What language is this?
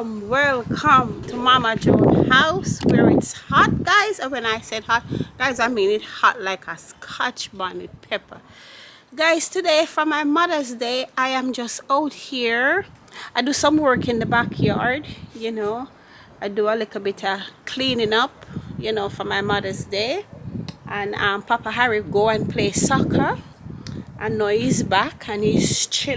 Jamaican Creole English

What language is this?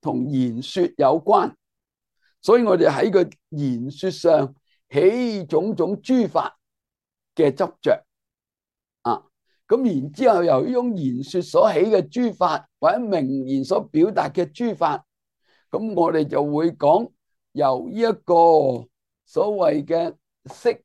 Cantonese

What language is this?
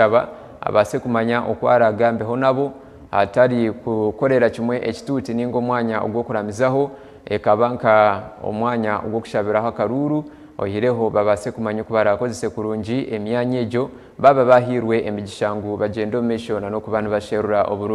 Nyankole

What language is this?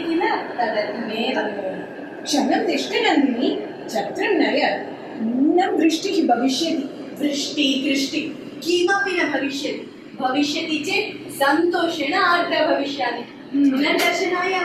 Sanskrit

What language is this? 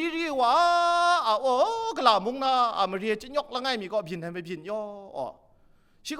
Kachin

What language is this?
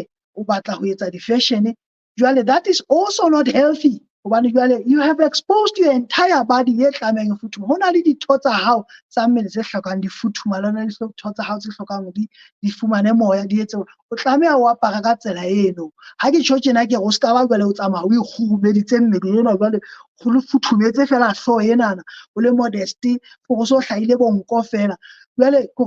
Southern Sotho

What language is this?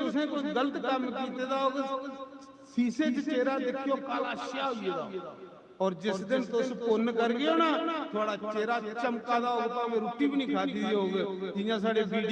Dogri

